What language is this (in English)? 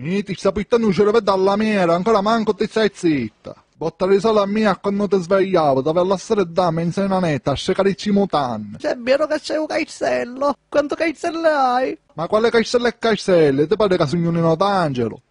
Sicilian